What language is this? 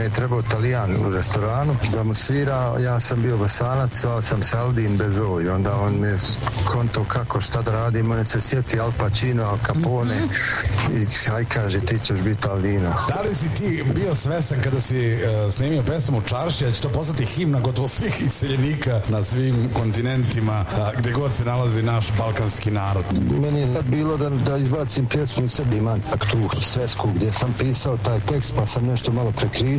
Serbian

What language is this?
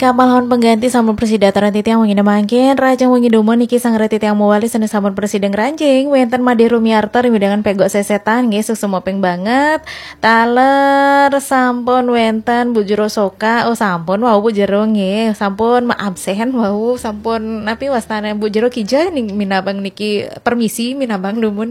Balinese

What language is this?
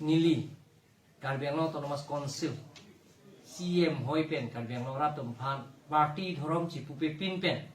Karbi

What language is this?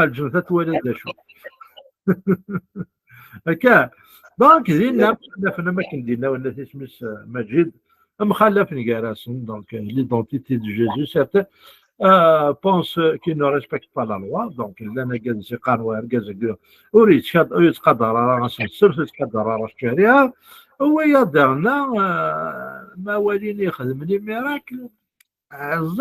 Kabyle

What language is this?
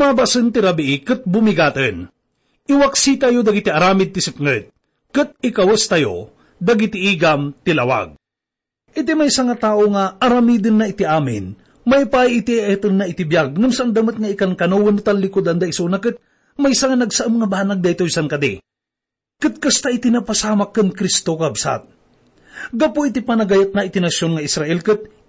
Iloko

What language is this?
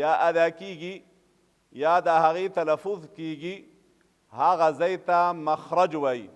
Pashto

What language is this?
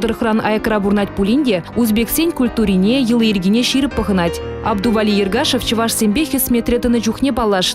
Chuvash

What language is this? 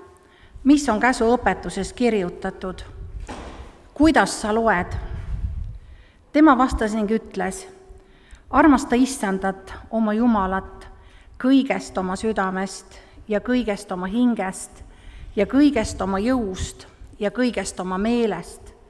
Estonian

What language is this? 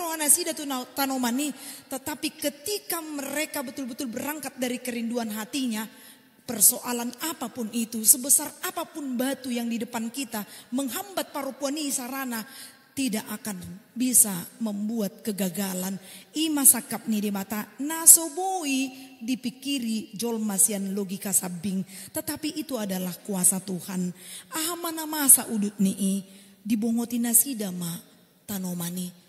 Batak Toba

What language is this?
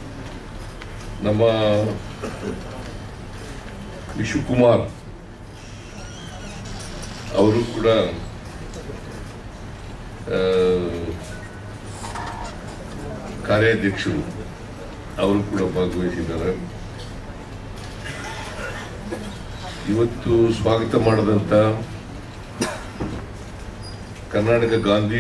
Kannada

